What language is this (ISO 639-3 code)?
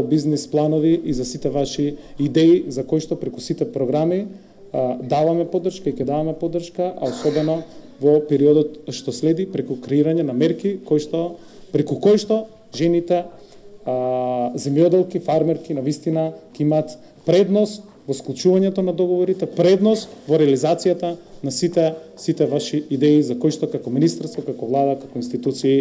mkd